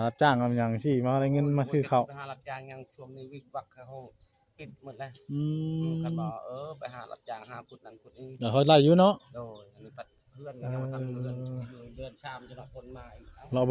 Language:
Northeastern Thai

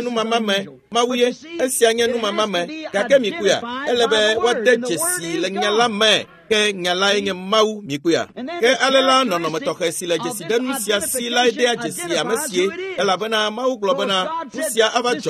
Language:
Ewe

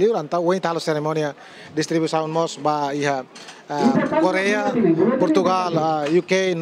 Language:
Tetum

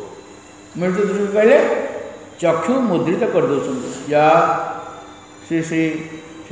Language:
Odia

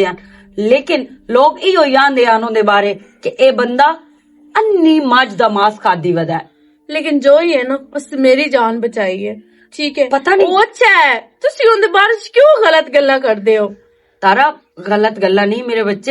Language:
Western Panjabi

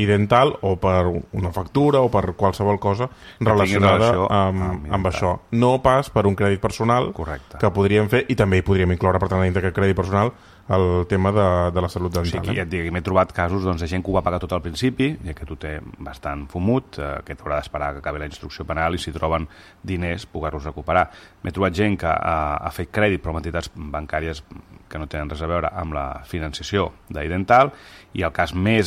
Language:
Catalan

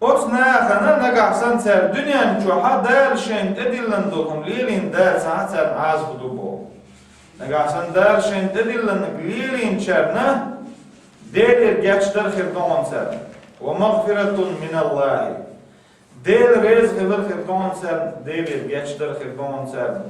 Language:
Chechen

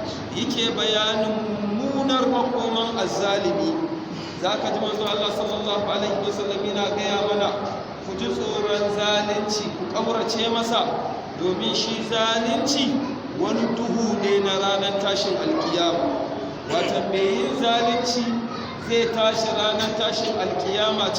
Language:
Hausa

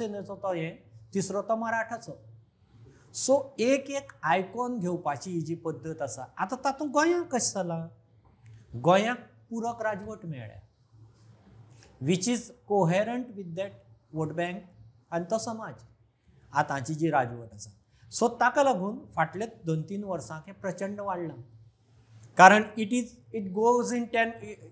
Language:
Konkani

